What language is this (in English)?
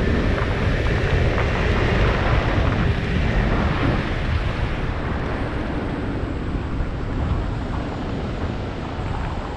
Russian